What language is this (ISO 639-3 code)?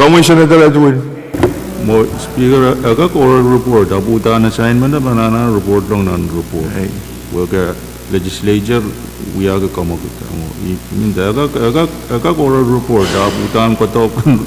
pon